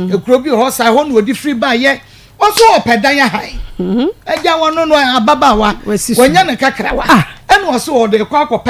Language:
Akan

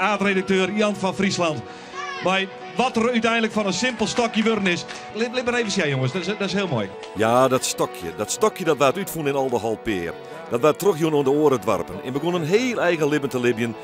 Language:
Western Frisian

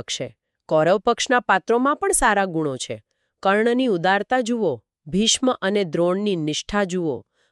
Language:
Gujarati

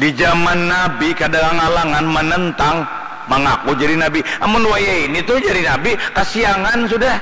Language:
Banjar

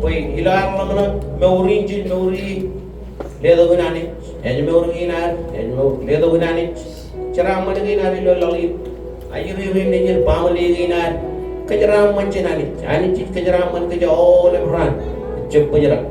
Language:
Marshallese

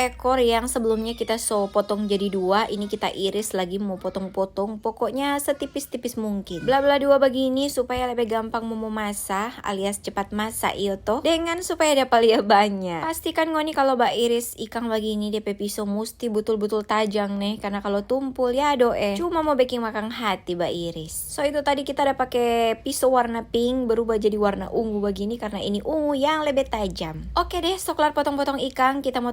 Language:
Manado Malay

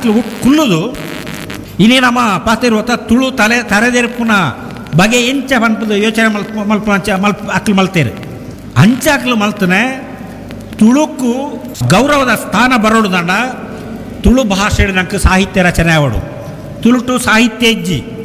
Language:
Tulu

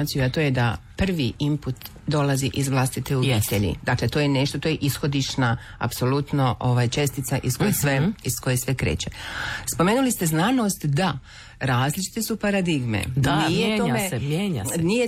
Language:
Croatian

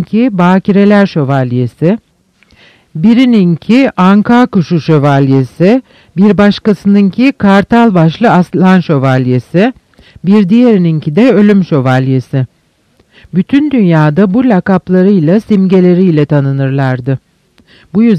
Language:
Turkish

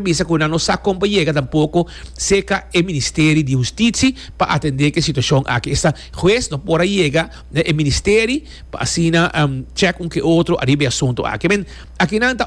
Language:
Papiamento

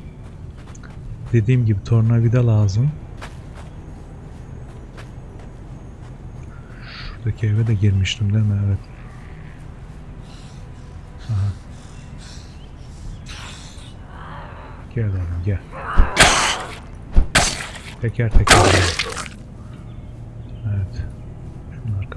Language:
Turkish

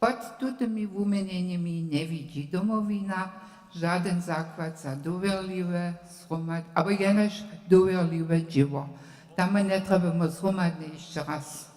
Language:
Upper Sorbian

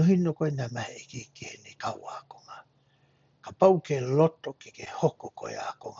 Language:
Tongan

